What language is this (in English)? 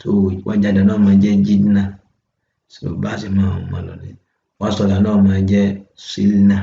Yoruba